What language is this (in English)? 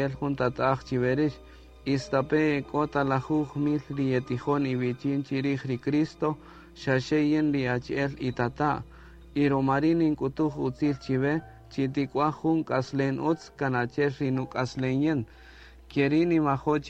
Kaqchikel